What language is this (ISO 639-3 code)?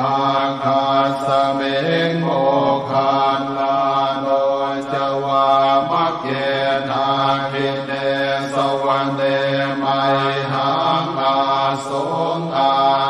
pli